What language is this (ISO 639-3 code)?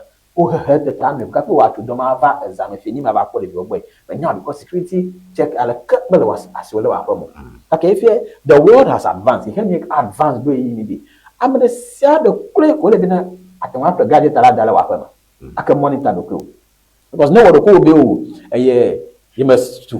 ewe